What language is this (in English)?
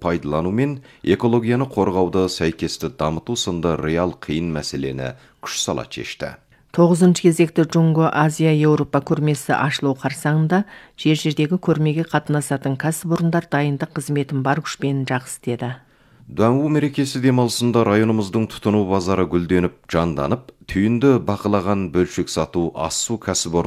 Kazakh